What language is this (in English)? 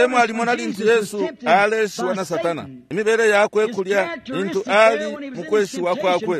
Bemba